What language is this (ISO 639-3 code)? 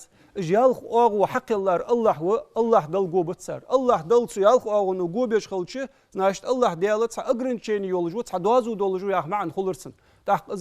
inh